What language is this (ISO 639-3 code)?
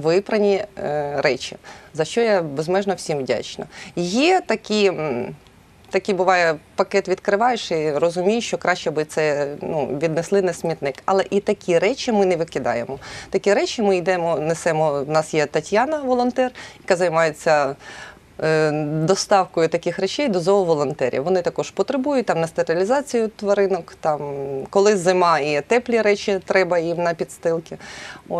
ukr